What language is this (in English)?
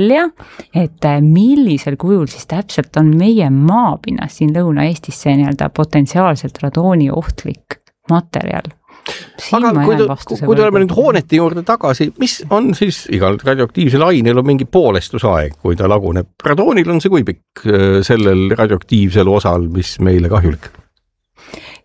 Estonian